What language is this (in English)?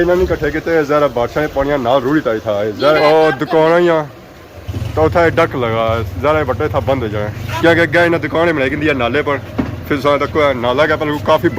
Pahari-Potwari